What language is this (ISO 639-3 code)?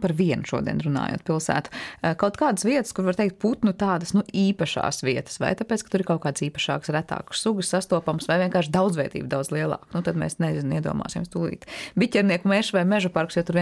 lav